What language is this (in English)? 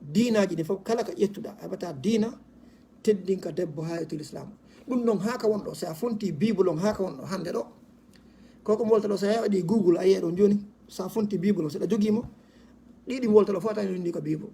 Fula